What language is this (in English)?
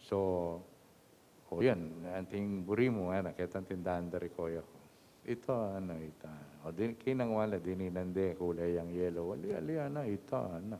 Pampanga